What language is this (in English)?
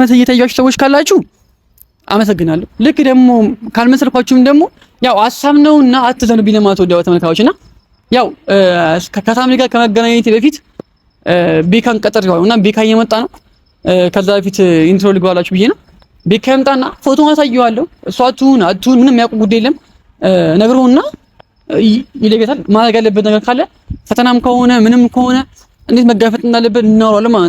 Amharic